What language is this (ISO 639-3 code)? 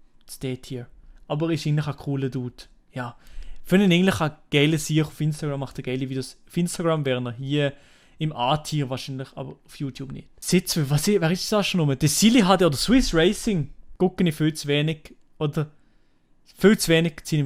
gsw